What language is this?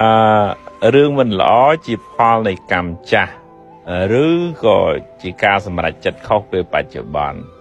Khmer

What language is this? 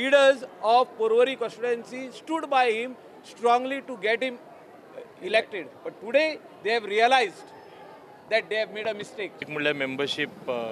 Konkani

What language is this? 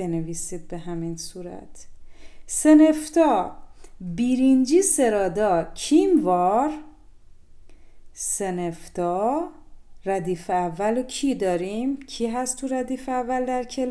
Persian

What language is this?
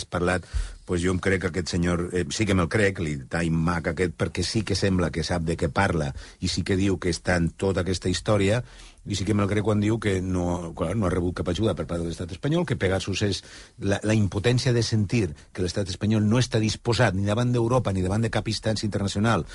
Catalan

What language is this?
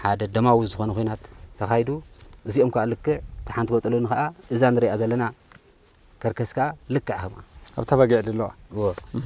Tigrinya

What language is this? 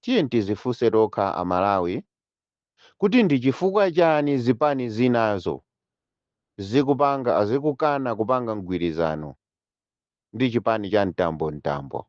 Nyanja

